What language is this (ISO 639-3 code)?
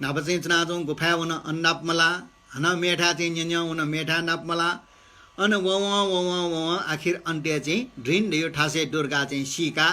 new